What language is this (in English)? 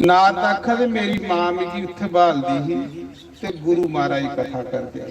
Dogri